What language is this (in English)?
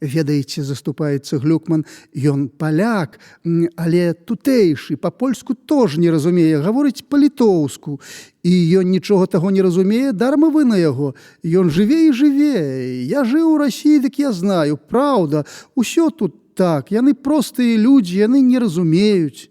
Belarusian